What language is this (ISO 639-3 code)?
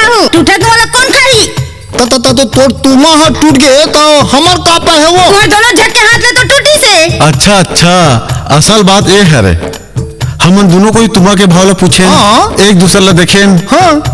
hne